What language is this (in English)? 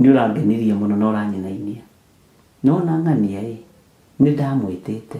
Kikuyu